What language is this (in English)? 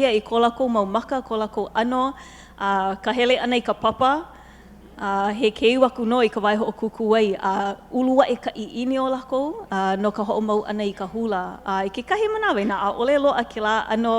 Hawaiian